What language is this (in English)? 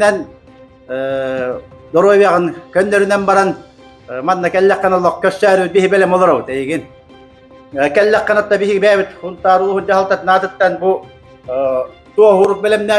Yakut